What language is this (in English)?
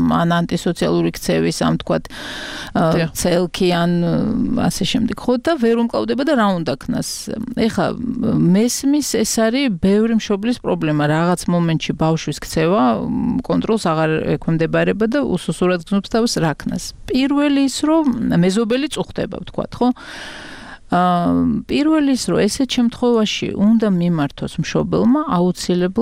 Georgian